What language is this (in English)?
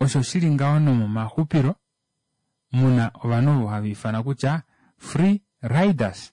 Kuanyama